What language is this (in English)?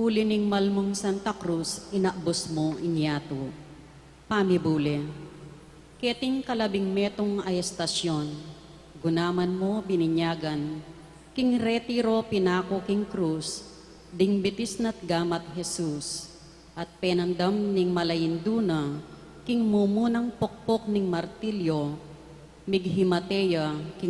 Pampanga